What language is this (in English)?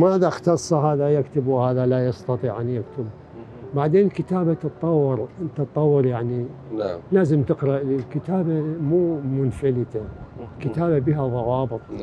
Mesopotamian Arabic